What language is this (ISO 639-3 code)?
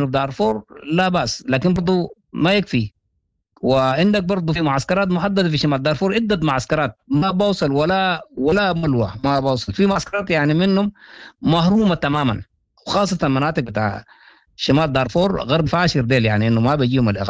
apd